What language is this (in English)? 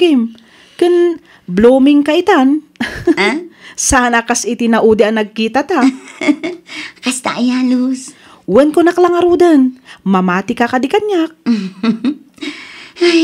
Iloko